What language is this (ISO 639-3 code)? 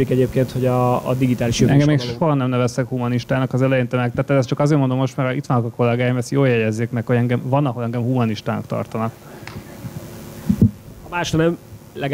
hun